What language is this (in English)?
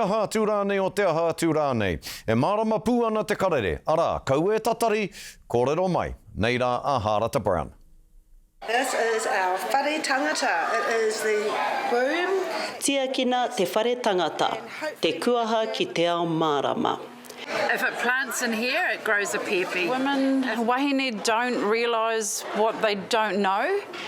Māori